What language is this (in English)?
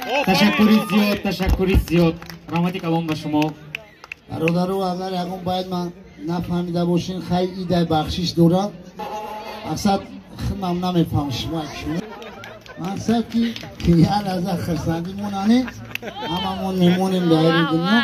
Tajik